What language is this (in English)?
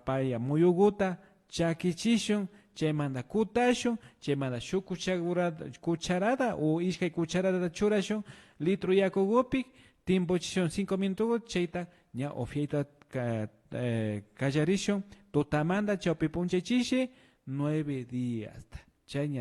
Imbabura Highland Quichua